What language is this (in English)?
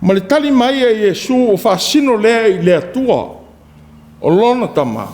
Samoan